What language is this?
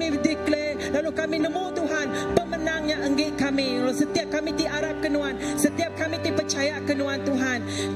Iban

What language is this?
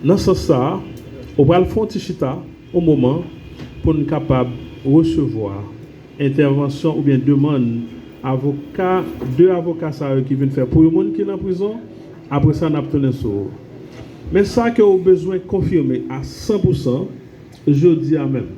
Haitian Creole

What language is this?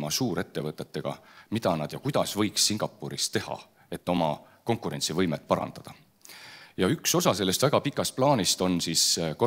Estonian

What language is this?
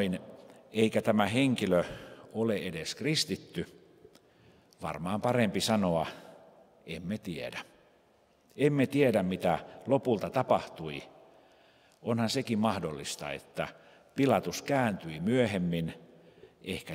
Finnish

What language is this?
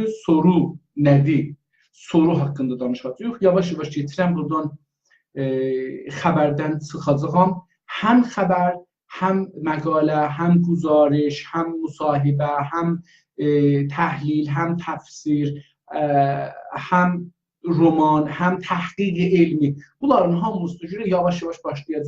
South Azerbaijani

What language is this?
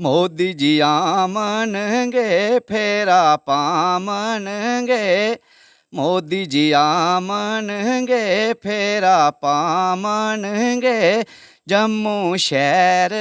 Dogri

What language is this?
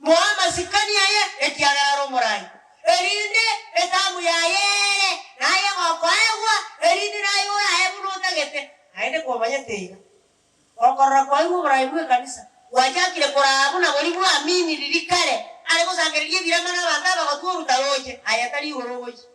Gusii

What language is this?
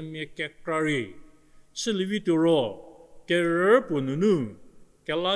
Angami Naga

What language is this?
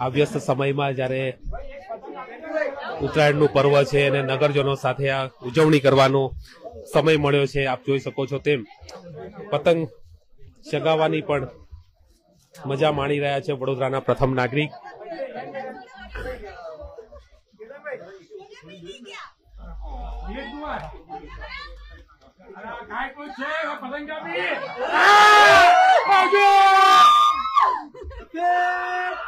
Gujarati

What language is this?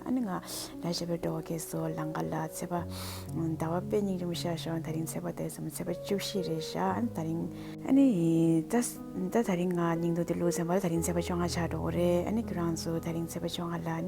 Tibetan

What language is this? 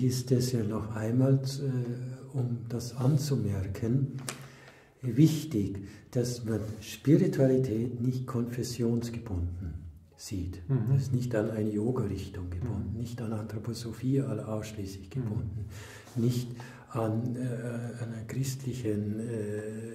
German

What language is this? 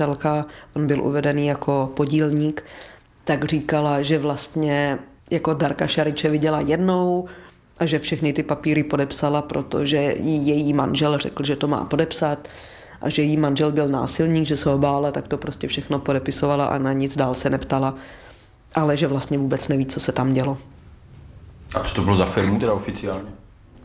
Czech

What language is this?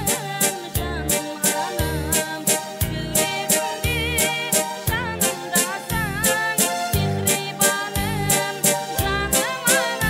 Kara-Kalpak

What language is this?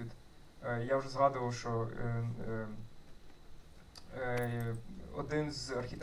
Ukrainian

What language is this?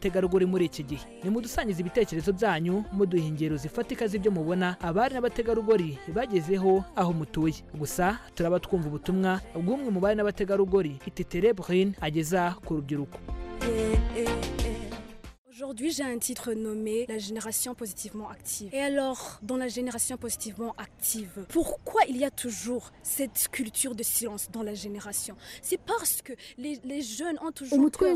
Kinyarwanda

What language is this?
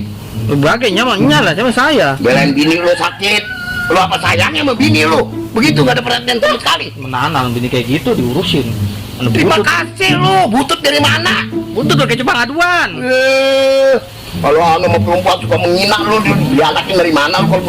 Betawi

